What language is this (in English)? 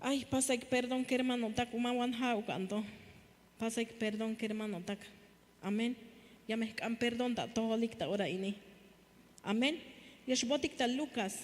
Tzeltal